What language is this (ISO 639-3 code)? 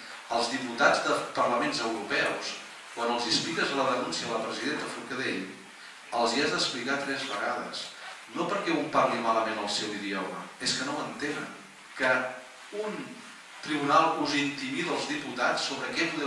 cat